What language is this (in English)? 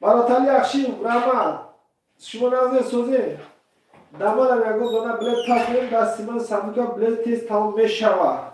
Tajik